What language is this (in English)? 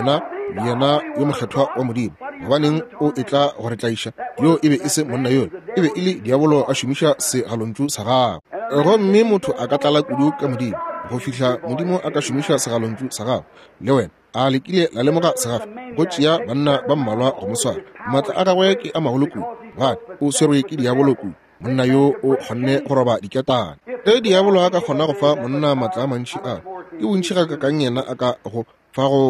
Northern Sotho